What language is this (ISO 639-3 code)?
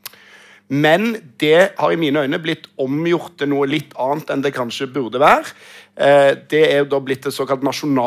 nor